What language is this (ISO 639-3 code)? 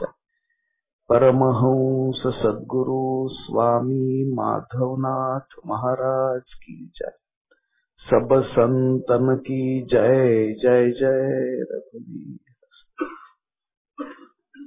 mar